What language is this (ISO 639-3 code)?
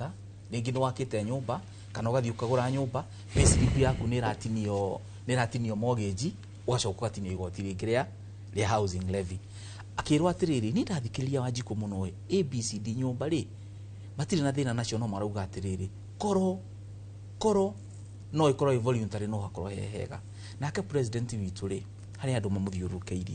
kik